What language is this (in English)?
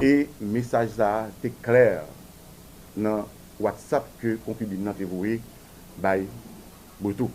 Haitian Creole